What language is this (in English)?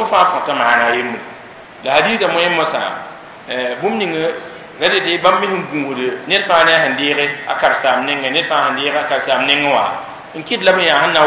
Mossi